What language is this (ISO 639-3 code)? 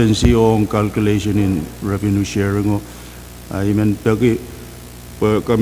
pon